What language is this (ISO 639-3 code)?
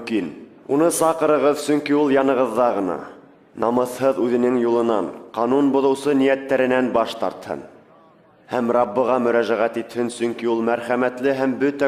bak